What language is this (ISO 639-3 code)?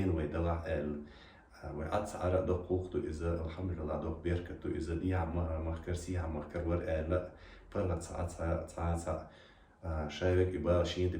che